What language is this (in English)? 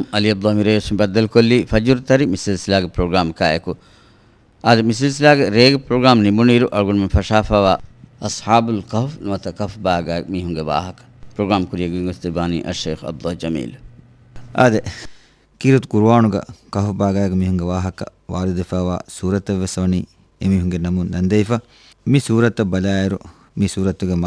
Divehi